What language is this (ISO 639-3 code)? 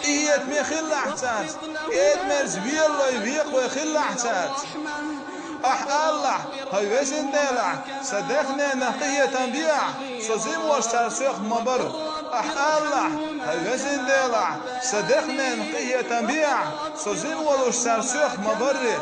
che